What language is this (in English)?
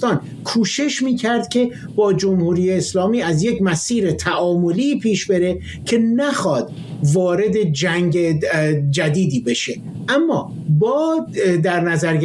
Persian